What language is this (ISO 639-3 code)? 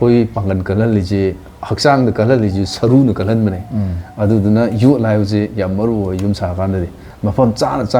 mni